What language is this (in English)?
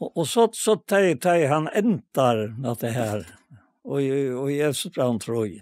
Faroese